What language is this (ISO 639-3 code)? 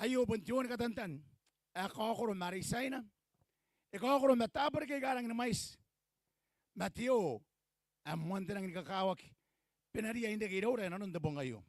gil